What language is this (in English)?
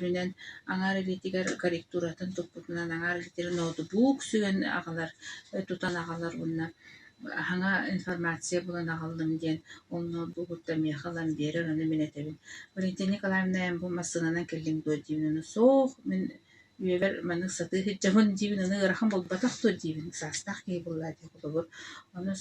Yakut